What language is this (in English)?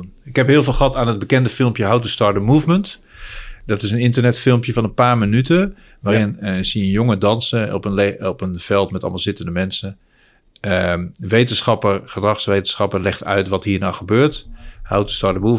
Dutch